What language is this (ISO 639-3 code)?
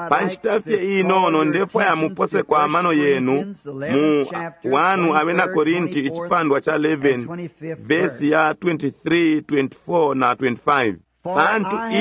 bem